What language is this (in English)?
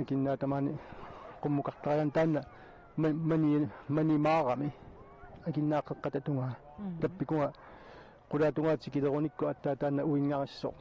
Kalaallisut